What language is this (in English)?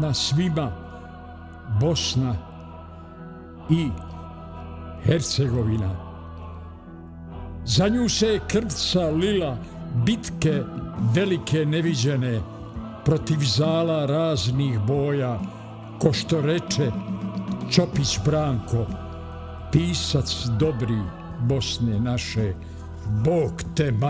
Bosnian